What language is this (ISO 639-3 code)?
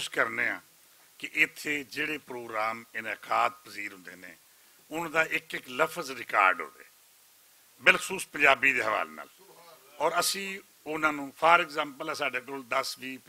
lah